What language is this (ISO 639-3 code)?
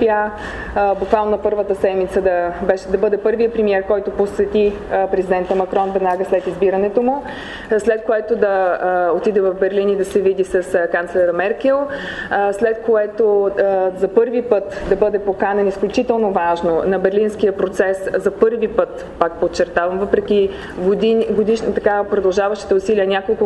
bul